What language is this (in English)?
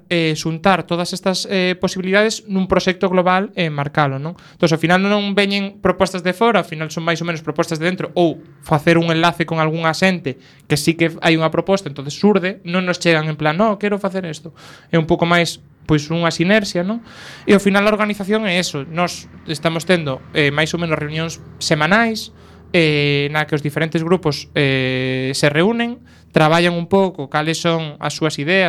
Galician